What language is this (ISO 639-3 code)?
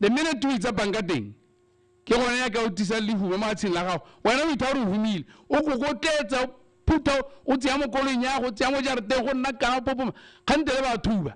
tsn